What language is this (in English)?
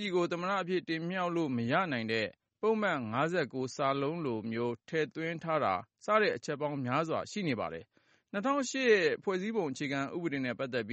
Burmese